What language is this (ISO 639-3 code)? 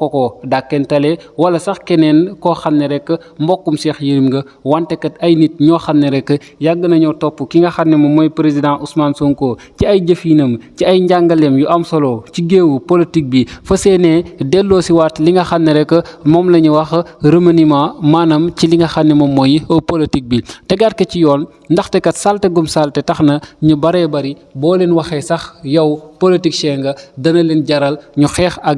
wol